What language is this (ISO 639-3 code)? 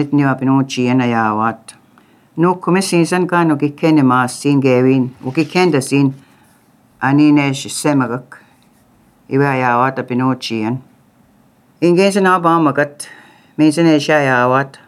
lav